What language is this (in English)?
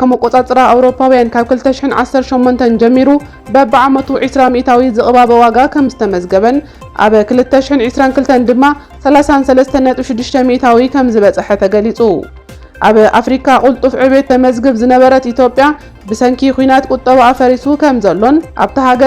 Tigrinya